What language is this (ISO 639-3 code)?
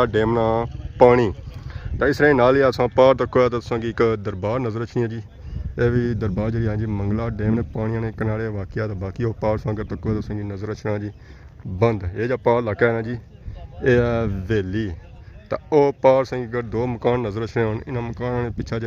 phr